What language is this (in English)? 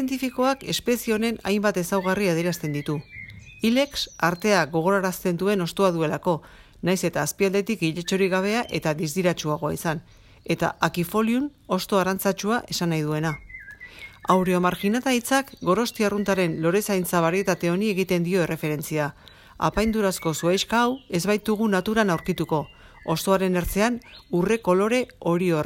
Basque